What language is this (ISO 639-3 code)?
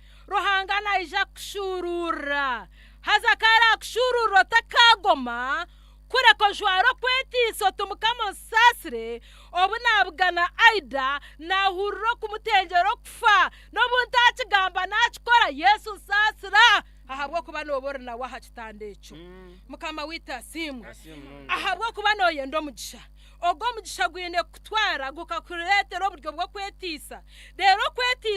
nyn